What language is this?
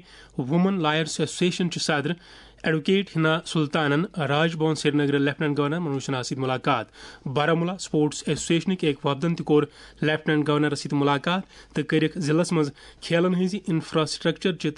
Kashmiri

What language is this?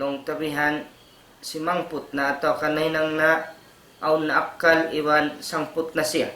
Tausug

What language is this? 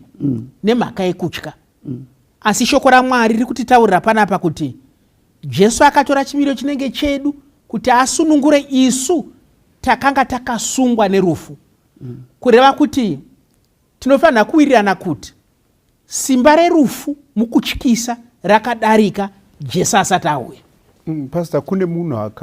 Shona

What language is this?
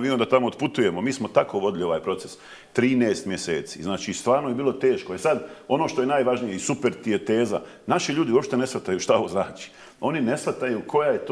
Bosnian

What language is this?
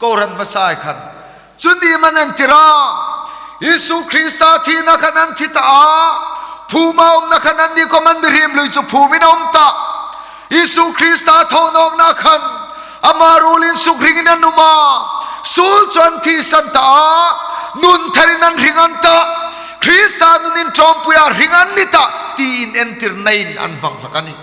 Hmar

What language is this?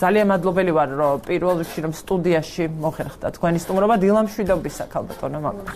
Georgian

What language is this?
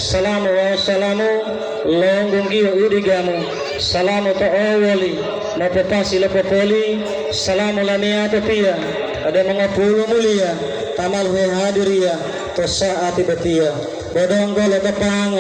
Gorontalo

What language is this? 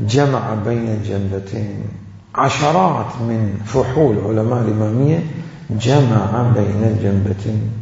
Mesopotamian Arabic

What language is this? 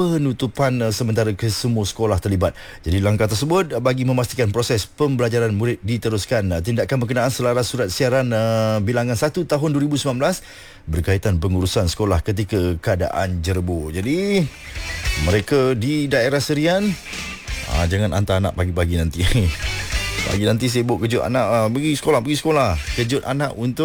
Malay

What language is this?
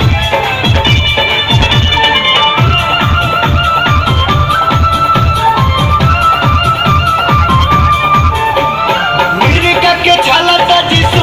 Bhojpuri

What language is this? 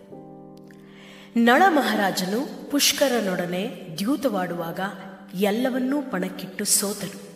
Kannada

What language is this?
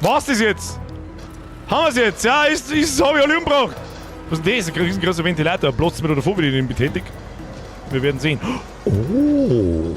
Bavarian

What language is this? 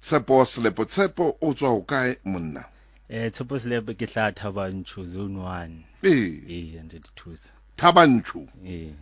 Southern Sotho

